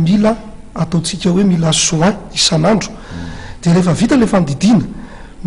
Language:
Malagasy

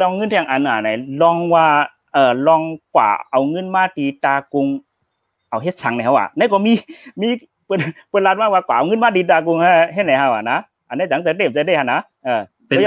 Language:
Shan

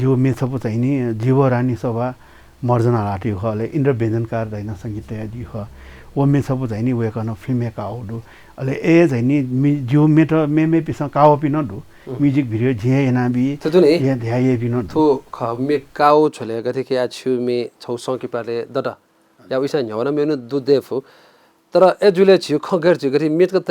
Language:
Newari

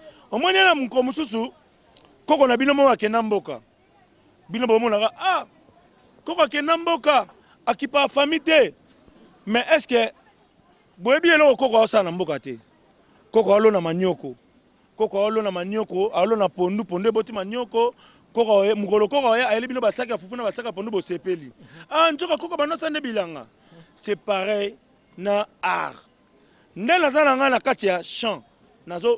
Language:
Lingala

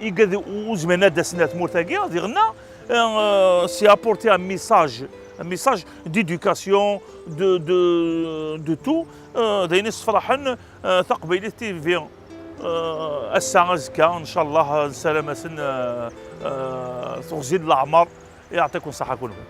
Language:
Kabyle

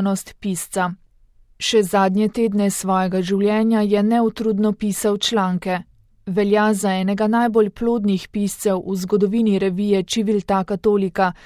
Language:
Slovenian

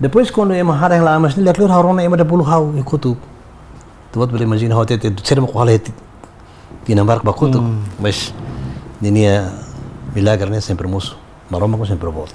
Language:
Tetum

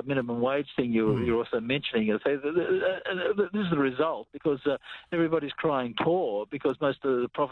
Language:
English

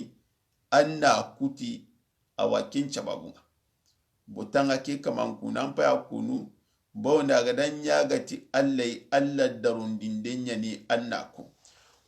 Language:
Soninke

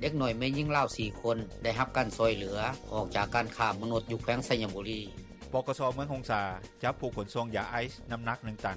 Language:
Lao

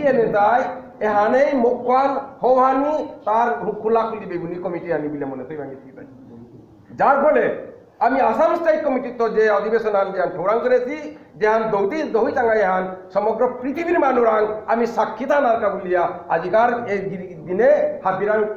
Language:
Bishnupriya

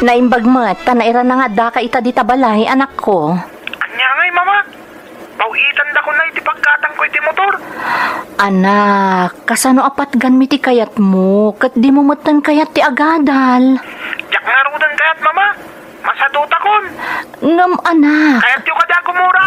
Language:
Iloko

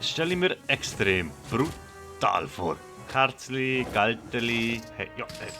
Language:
Swiss German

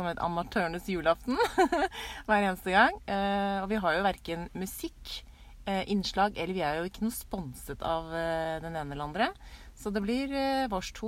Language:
Norwegian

